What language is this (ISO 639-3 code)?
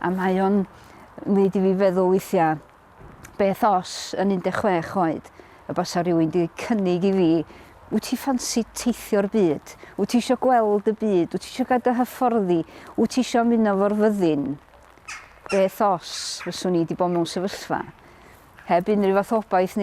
cym